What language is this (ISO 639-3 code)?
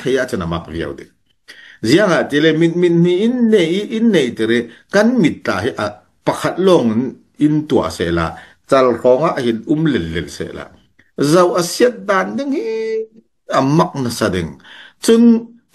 cfm